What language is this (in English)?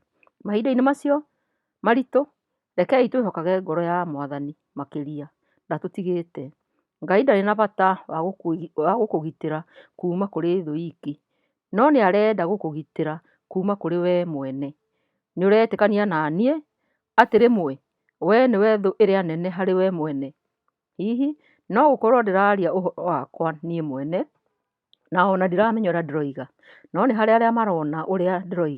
Kikuyu